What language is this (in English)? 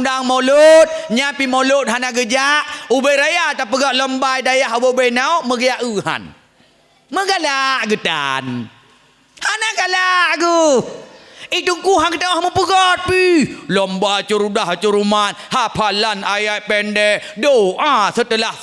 Achinese